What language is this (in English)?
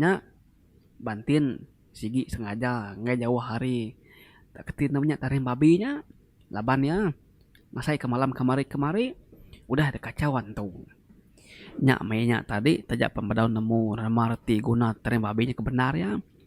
Iban